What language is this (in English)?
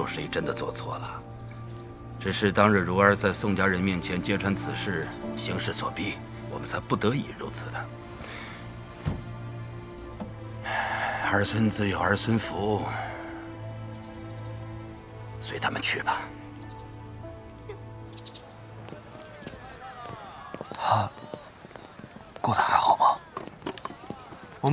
Chinese